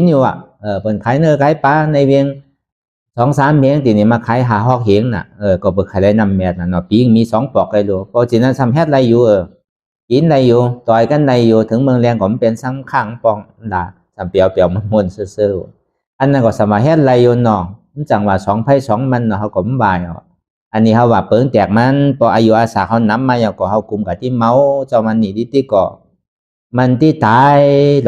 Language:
Shan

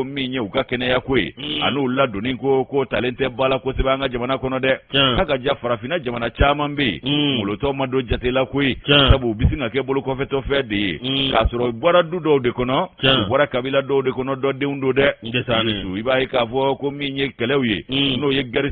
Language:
Bambara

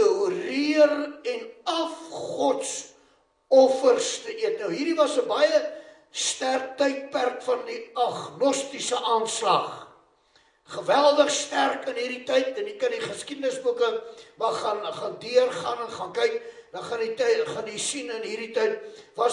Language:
Afrikaans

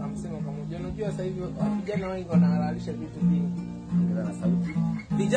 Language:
Swahili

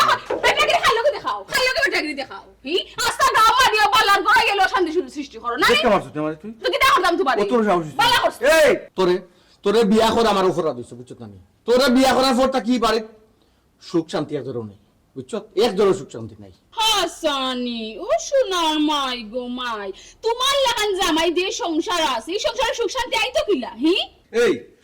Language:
Sylheti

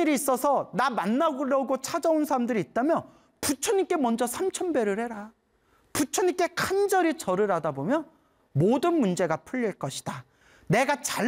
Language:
Korean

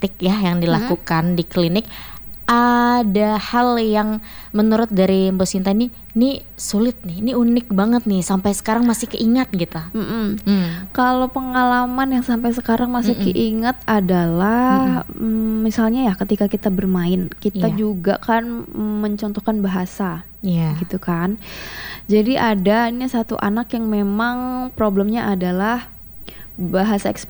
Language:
Indonesian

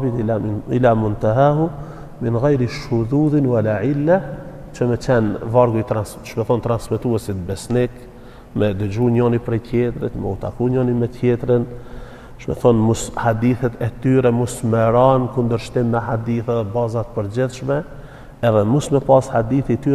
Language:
Albanian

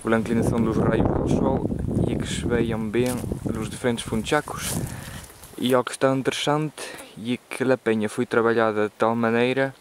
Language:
Mirandese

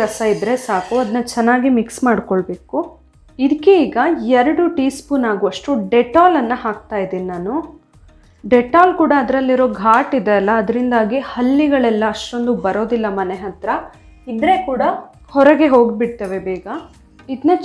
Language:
Kannada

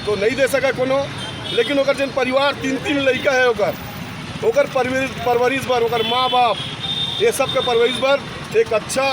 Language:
Chhattisgarhi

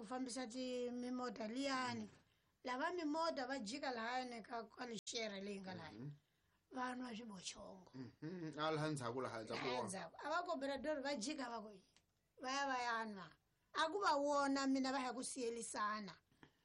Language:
Tsonga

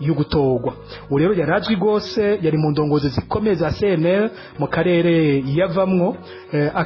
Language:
Rundi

